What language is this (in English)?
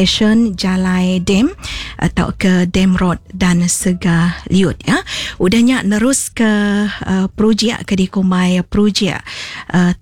Iban